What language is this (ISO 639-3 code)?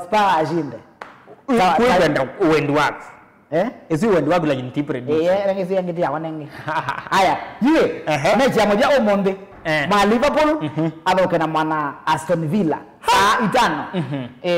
kam